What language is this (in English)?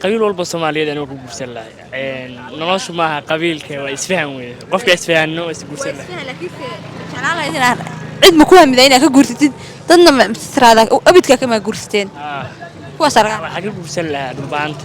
Somali